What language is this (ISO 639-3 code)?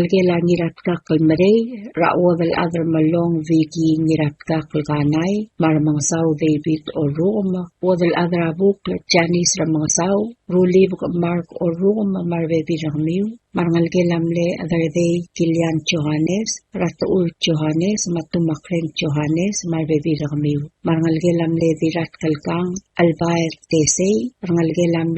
pau